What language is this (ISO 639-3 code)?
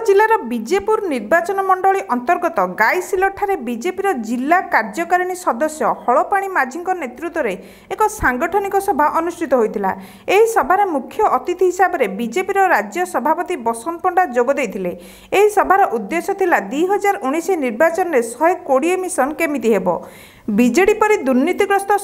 ori